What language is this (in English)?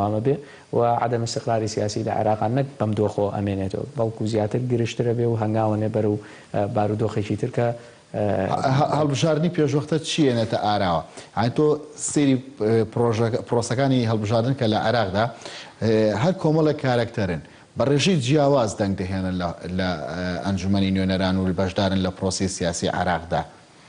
Central Kurdish